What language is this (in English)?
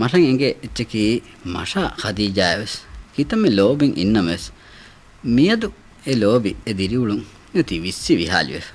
Divehi